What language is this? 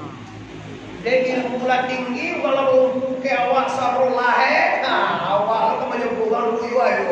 Minangkabau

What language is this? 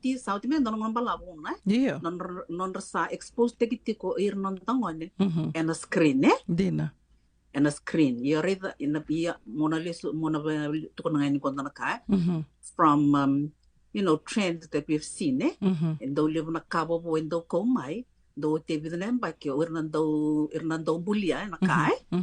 Fijian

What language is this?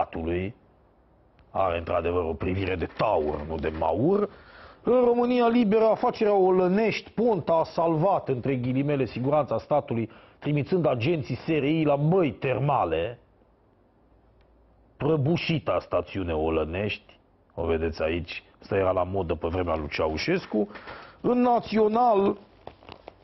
Romanian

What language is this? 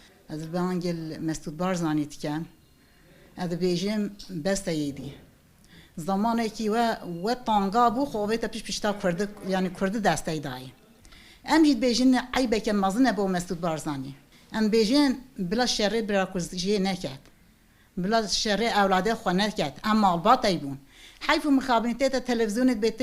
Kurdish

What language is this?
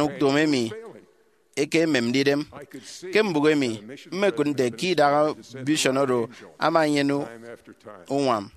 Efik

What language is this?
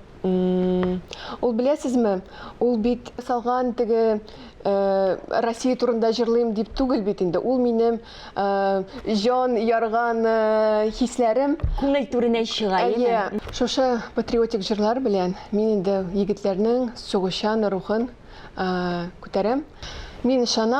Tatar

